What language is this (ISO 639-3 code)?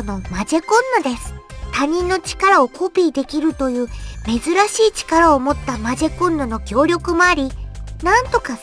jpn